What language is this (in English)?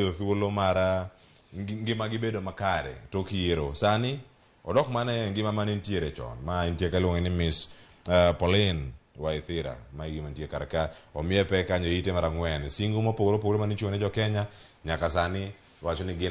Luo (Kenya and Tanzania)